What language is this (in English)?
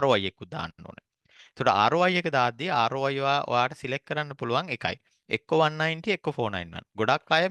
Sinhala